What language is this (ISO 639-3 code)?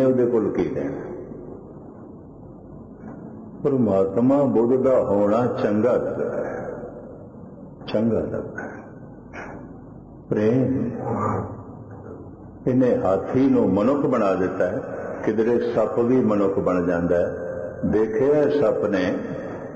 pan